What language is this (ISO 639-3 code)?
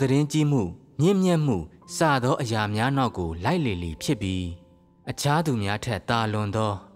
mya